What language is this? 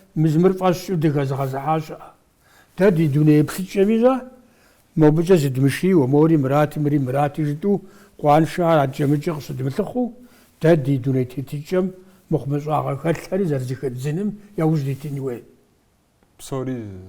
Kabardian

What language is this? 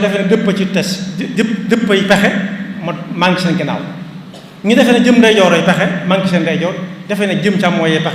Wolof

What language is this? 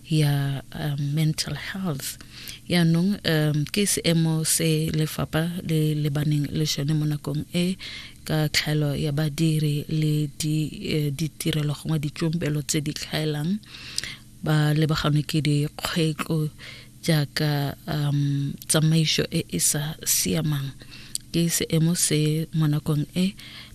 Tswana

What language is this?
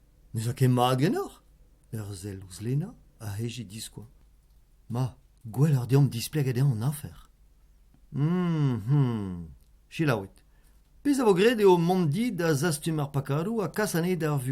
Breton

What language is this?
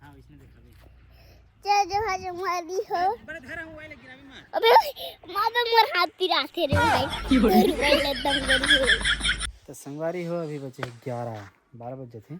Chhattisgarhi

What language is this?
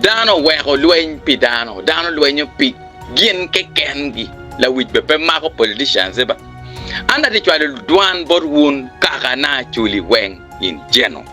Acoli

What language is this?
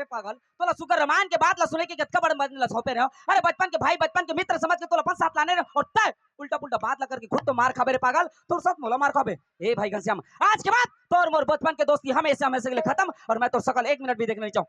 Chhattisgarhi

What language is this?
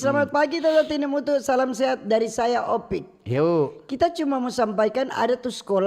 Manado Malay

